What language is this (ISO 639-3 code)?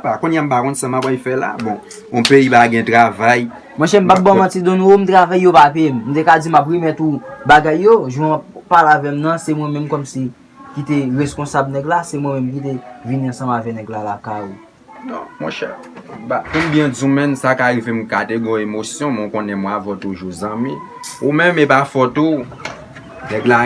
hat